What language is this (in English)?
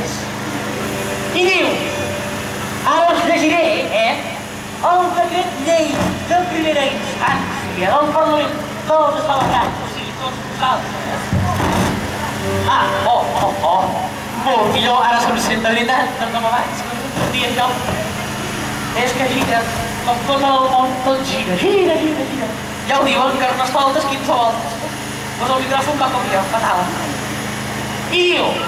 Catalan